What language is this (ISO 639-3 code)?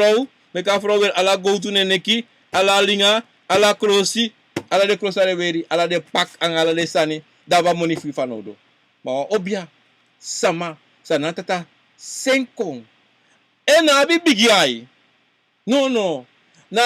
srn